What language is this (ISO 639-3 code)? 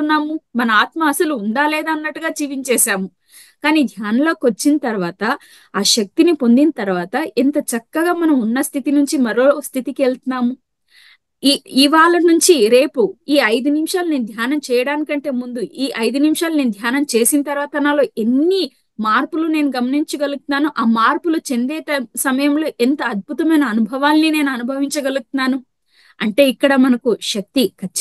tel